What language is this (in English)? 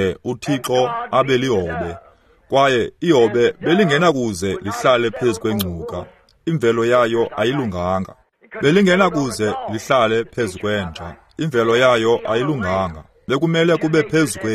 Xhosa